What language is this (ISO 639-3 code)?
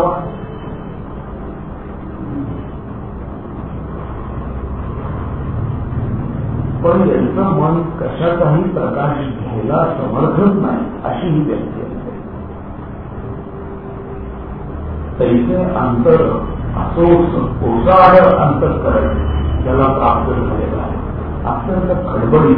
mar